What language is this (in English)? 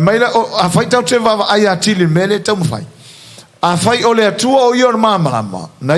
Samoan